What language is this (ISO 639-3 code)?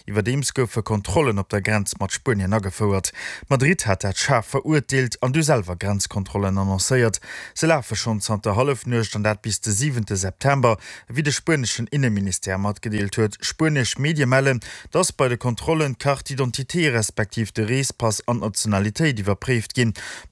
ltz